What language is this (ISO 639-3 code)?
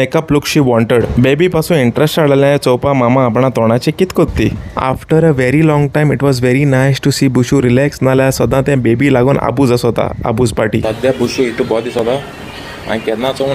kok